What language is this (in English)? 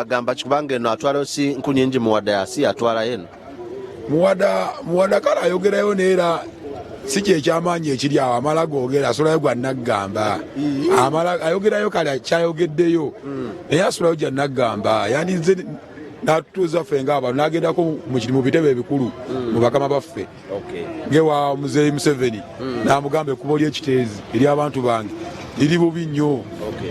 Ganda